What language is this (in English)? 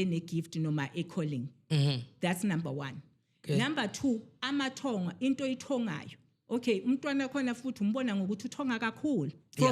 Zulu